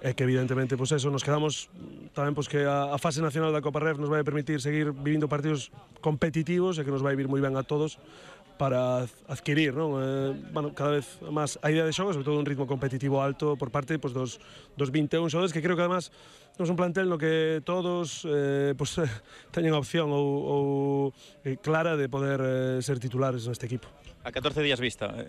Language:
Galician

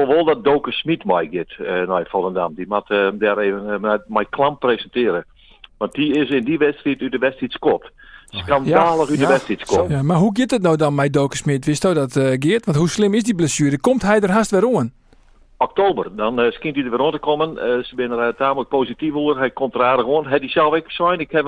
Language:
Western Frisian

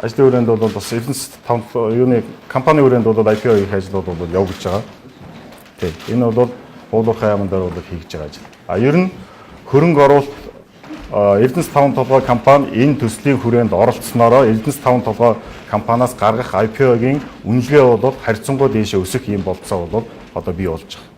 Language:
Mongolian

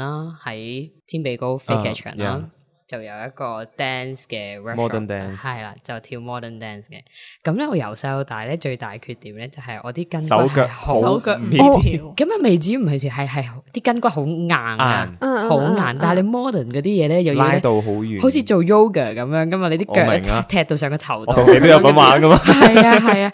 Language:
Cantonese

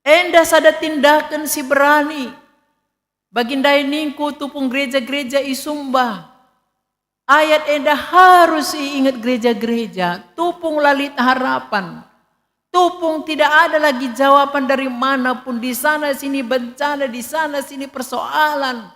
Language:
Batak Karo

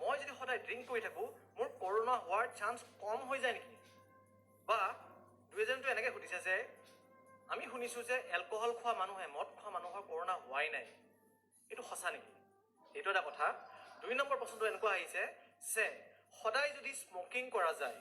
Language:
Assamese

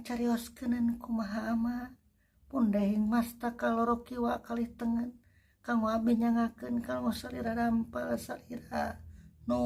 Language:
Sundanese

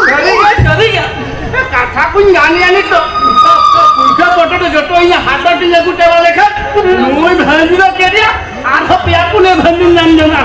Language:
Santali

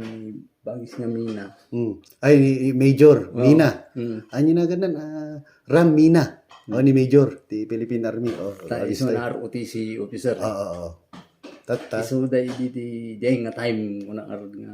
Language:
Iloko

